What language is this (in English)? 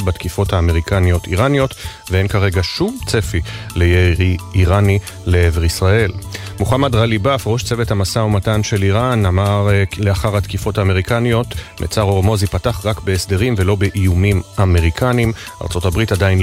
Hebrew